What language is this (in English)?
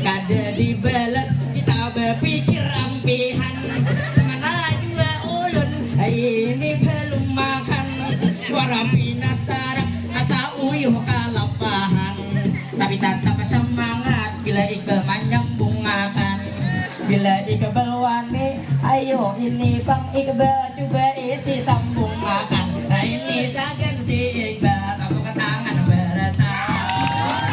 Banjar